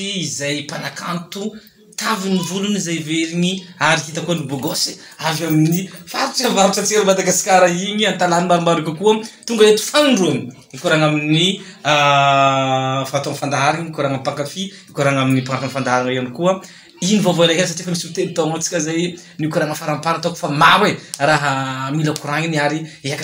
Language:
Malagasy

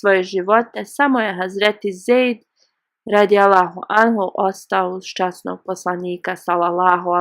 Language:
Bosnian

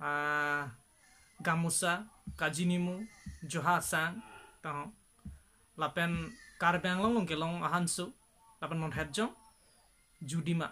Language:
Karbi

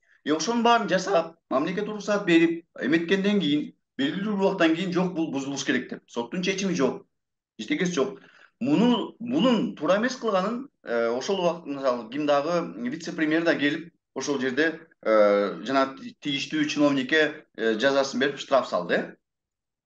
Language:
Kyrgyz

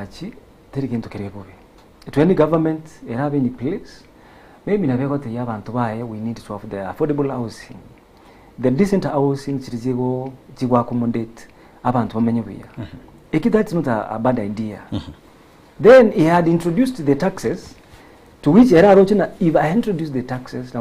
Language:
Gusii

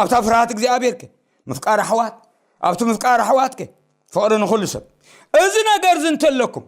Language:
Tigrinya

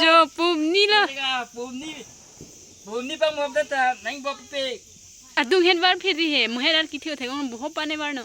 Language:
Karbi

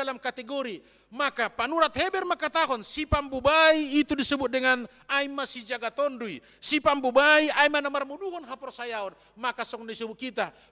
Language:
Batak Simalungun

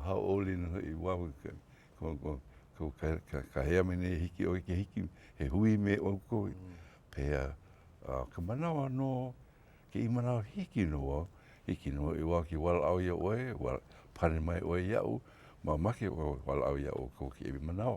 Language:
Hawaiian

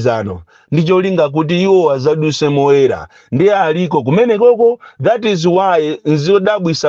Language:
Nyanja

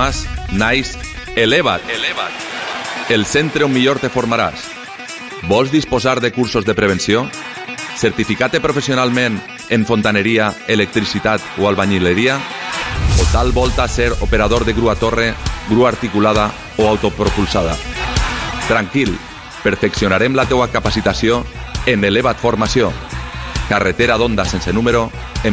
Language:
Catalan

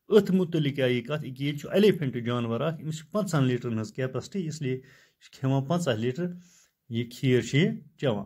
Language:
Kashmiri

